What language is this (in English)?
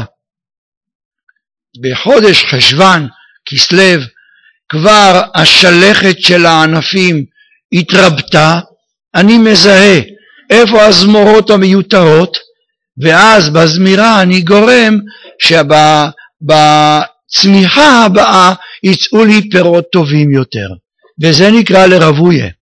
Hebrew